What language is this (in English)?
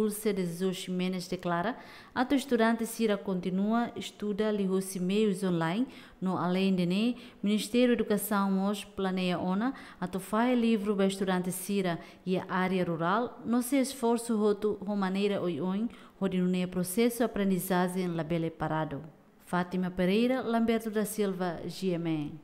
Tetum